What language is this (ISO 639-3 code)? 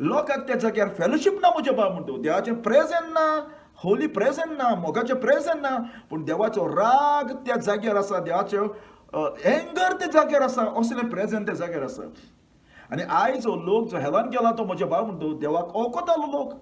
kok